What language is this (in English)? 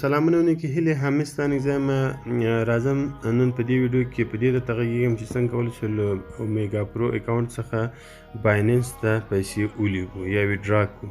Pashto